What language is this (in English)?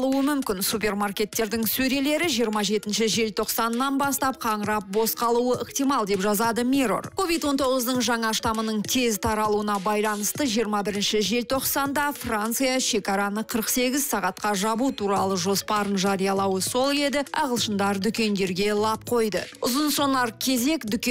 Kazakh